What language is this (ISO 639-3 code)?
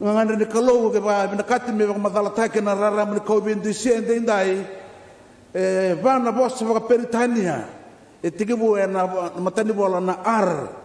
fij